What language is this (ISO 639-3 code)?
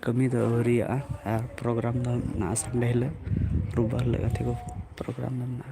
sat